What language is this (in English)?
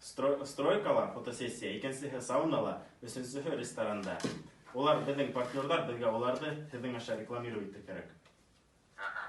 Bashkir